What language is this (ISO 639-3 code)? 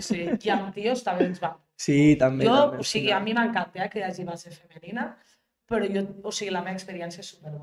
cat